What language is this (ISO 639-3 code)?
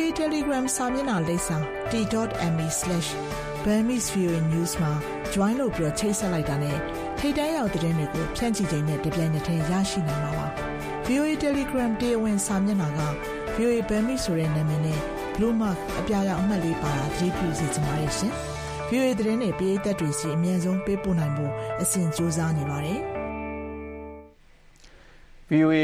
mya